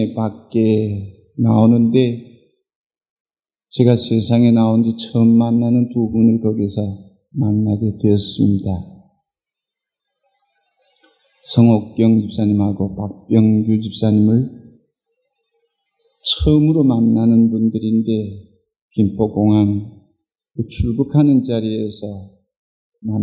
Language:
Korean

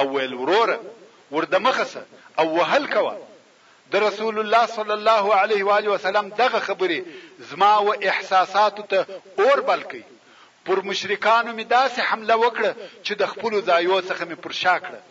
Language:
Pashto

